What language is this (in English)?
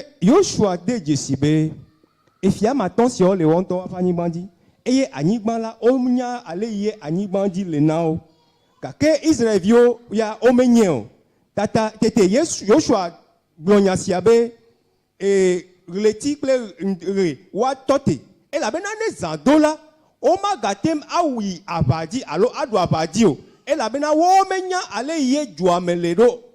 Ewe